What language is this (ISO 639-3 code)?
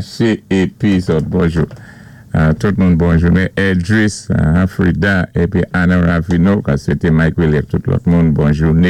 acf